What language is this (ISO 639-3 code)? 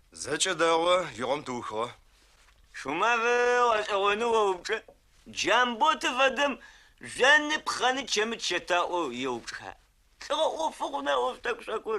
ady